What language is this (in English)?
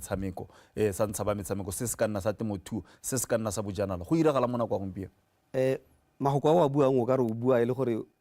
Tswana